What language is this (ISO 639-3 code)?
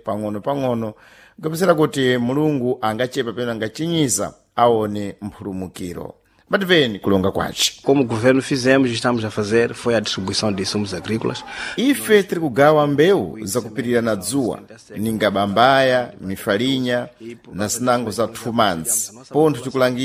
seh